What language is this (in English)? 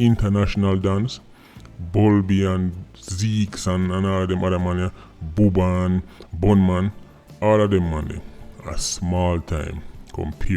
Jamaican Creole English